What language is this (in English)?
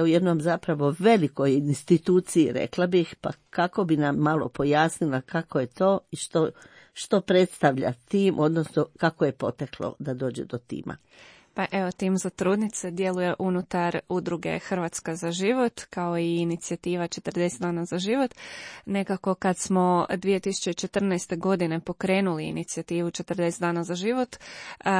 Croatian